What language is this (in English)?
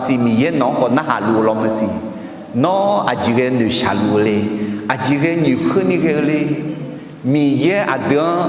Akha